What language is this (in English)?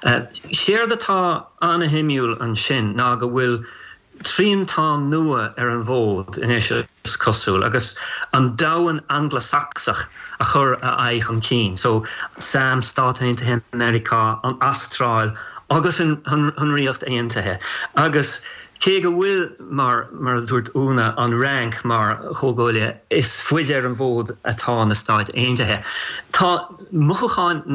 Irish